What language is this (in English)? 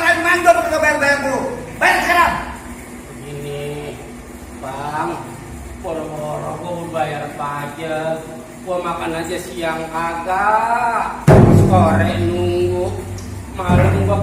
Betawi